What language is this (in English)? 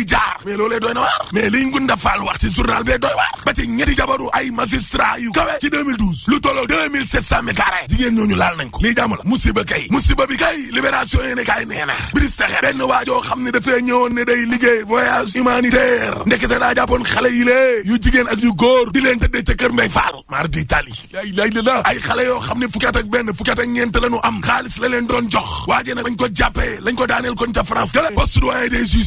Wolof